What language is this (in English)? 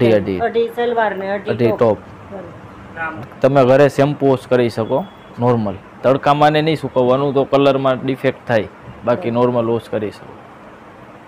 Gujarati